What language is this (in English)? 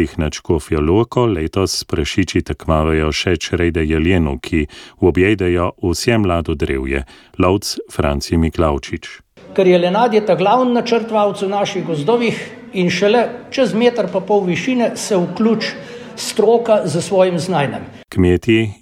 Slovenian